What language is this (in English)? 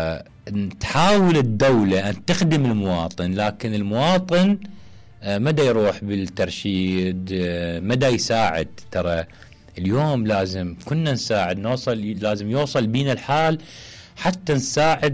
Mesopotamian Arabic